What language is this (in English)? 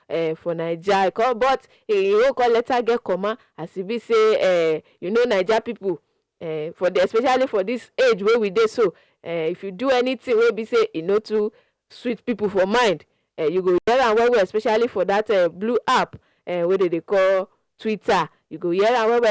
Nigerian Pidgin